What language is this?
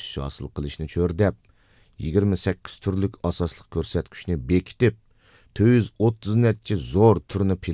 Uyghur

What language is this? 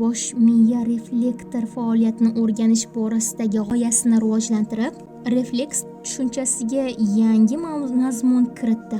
Uzbek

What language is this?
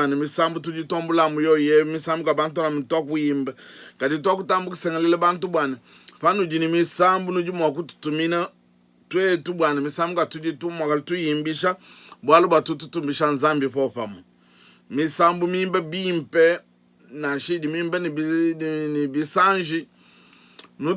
Luba-Lulua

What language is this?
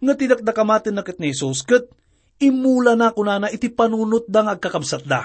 Iloko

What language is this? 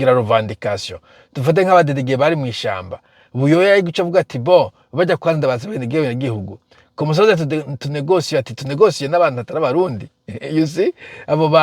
Rundi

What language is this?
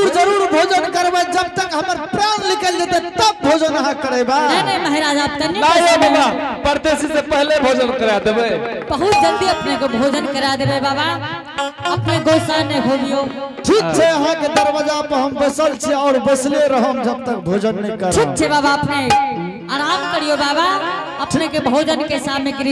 Angika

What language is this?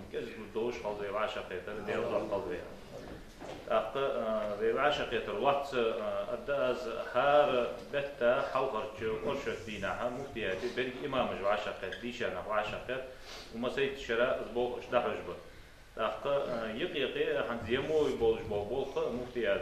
Ingush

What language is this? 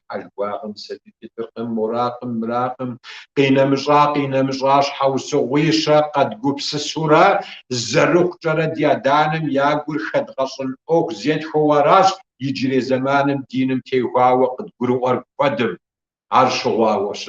Kabardian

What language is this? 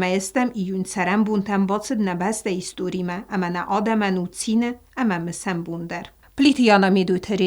Ossetic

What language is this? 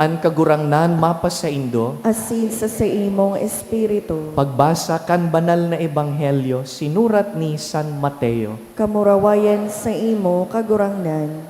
Bikol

